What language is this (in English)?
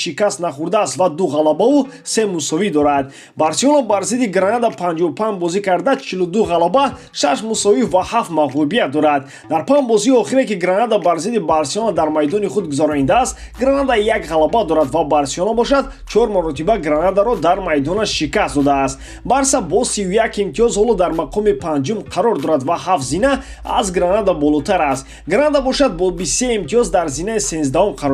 Tajik